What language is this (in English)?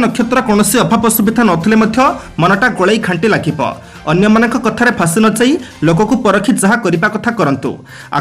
Odia